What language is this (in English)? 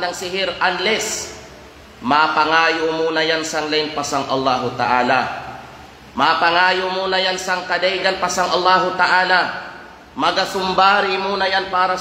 Kalagan